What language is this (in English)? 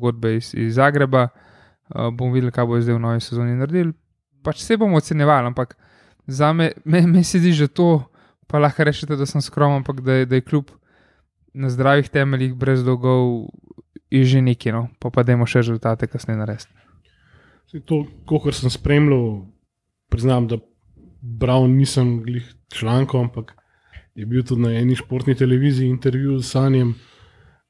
Slovenian